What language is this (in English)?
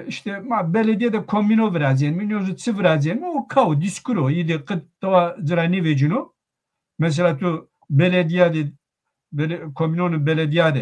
Zaza